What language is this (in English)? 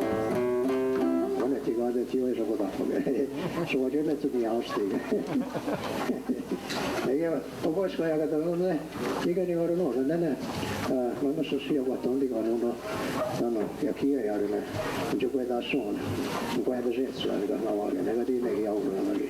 Mohawk